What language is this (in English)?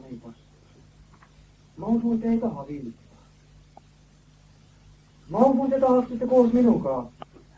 Estonian